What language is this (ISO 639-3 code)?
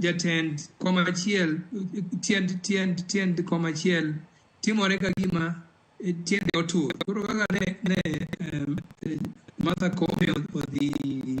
luo